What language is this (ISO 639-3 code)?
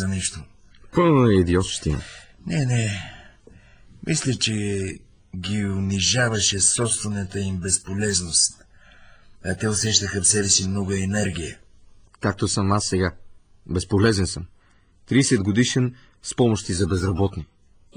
bul